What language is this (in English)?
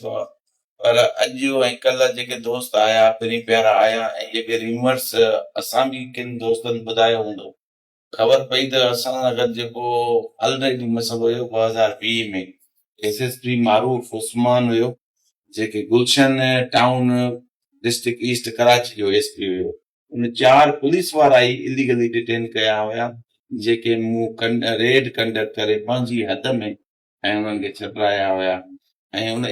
Sindhi